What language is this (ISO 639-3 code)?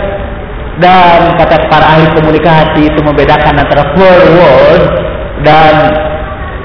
ind